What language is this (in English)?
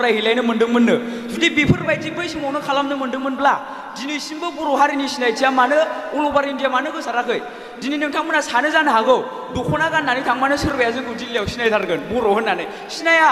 Bodo